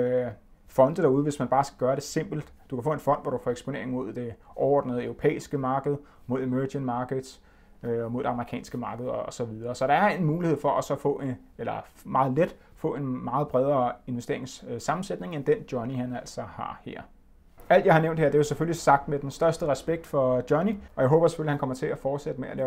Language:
Danish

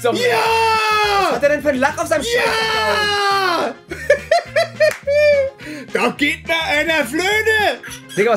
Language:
German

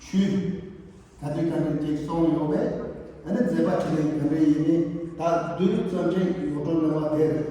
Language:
Tibetan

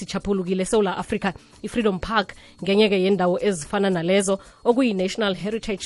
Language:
South Ndebele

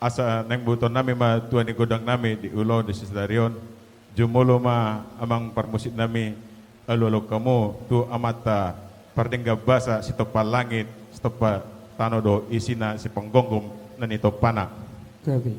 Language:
Batak Toba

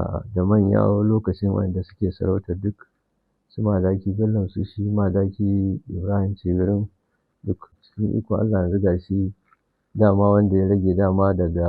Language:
Hausa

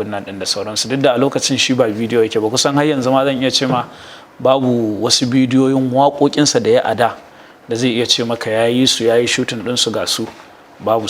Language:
Hausa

